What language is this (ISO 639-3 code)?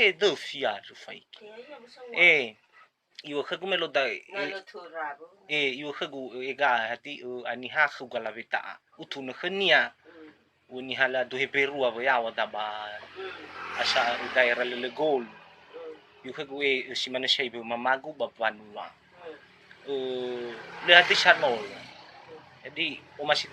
nia